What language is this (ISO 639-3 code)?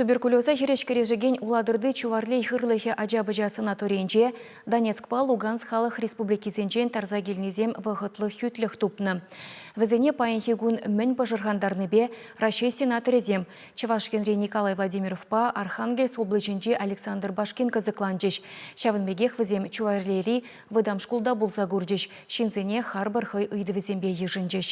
chv